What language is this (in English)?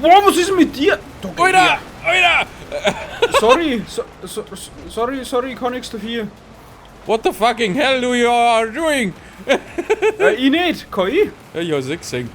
Bavarian